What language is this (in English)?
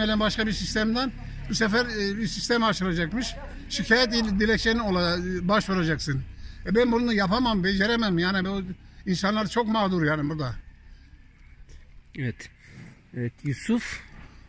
Turkish